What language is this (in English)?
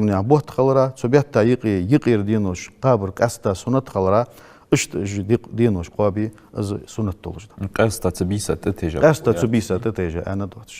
Ingush